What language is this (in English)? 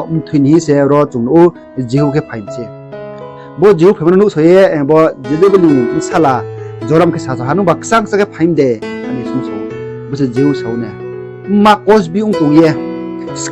Riang (India)